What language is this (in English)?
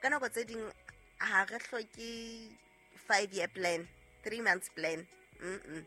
Southern Sotho